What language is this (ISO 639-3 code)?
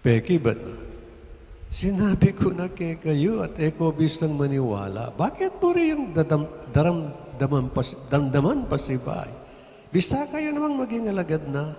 pam